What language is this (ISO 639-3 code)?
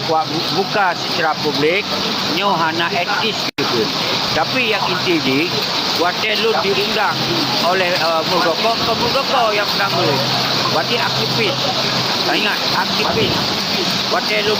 ace